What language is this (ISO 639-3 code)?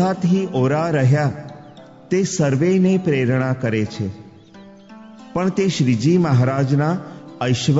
guj